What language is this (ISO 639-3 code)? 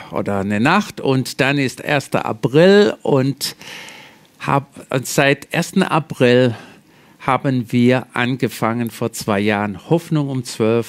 deu